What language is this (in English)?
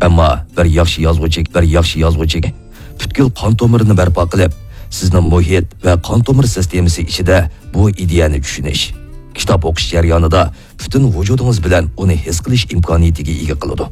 Uyghur